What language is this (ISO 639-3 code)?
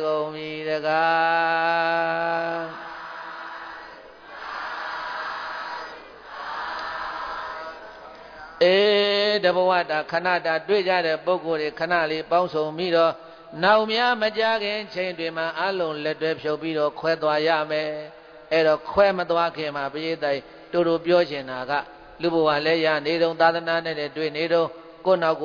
mya